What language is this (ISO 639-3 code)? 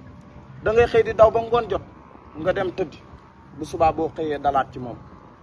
wol